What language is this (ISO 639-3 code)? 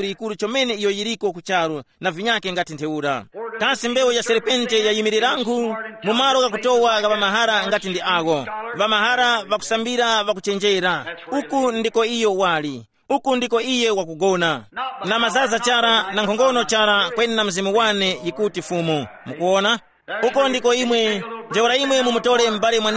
tum